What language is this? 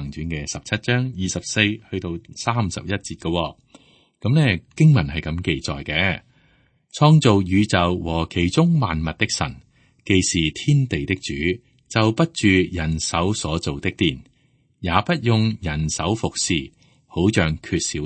Cantonese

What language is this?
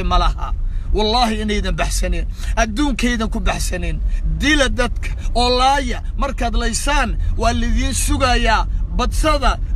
Somali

